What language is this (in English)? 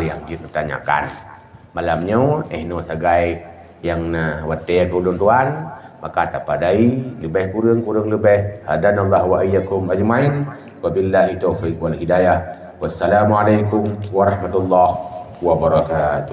Achinese